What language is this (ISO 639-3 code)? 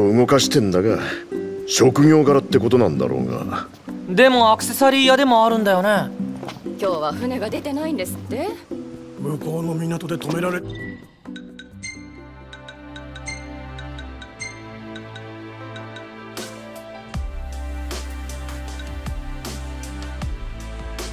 jpn